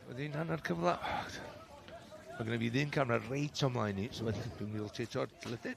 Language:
Welsh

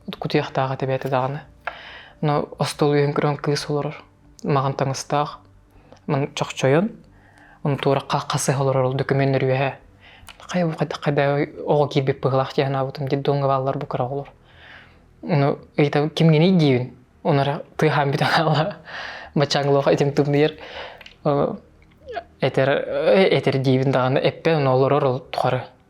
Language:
Yakut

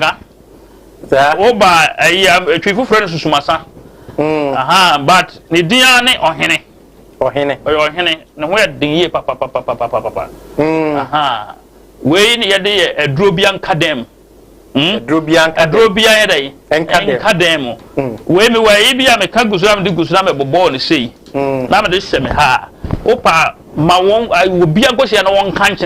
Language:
Akan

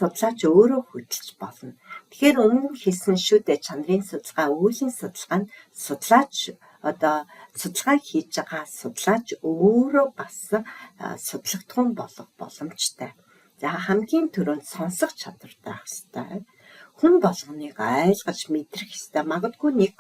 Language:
Mongolian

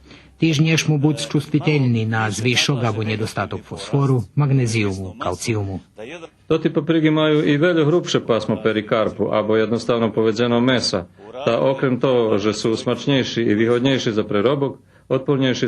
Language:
Rusyn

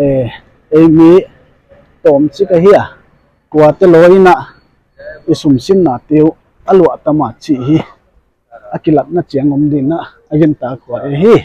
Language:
Paite Chin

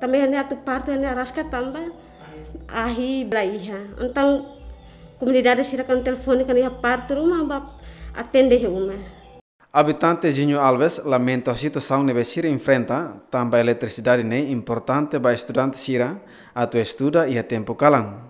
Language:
Tetum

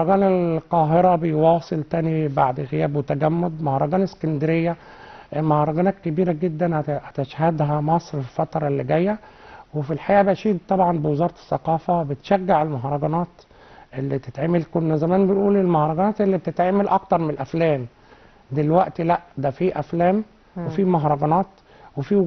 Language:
Egyptian Arabic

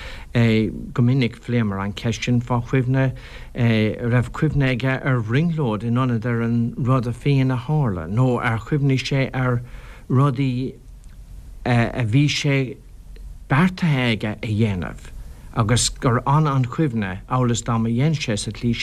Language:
Irish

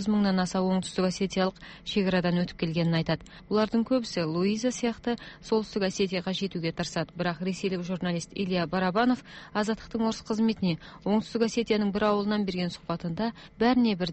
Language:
Kazakh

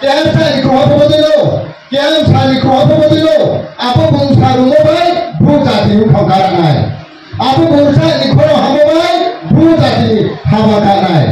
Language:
Riang (India)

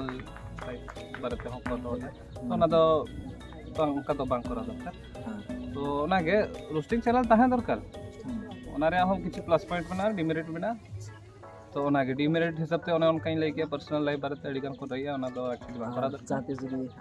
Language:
Santali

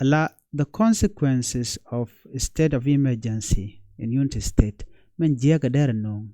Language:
Nuer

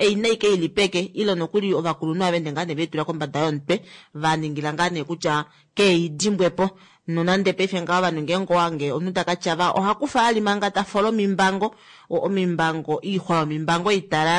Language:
Kuanyama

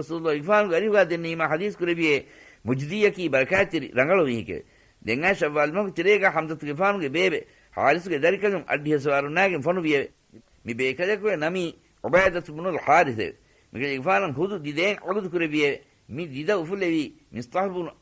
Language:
Divehi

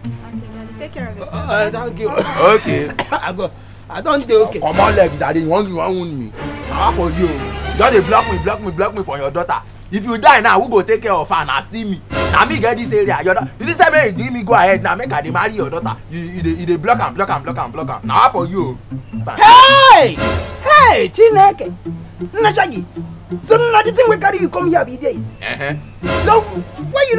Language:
Nigerian Pidgin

